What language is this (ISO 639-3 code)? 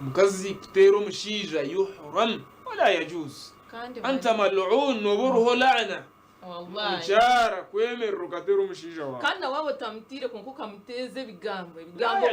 nyn